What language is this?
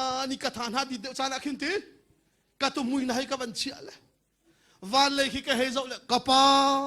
Hakha Chin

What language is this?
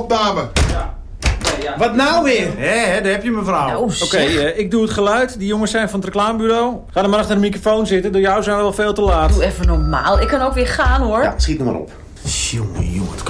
Dutch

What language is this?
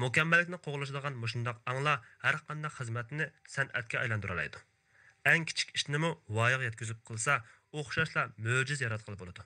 Uyghur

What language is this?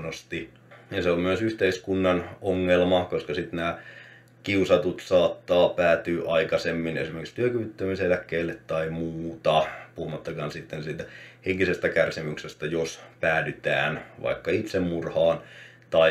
Finnish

